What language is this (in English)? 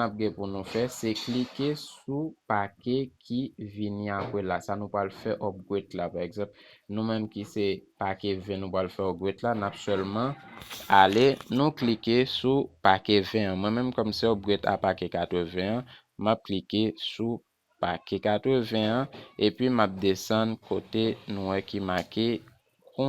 Haitian Creole